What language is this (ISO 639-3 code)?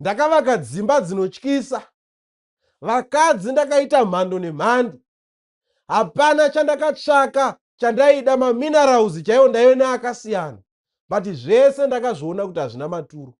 sna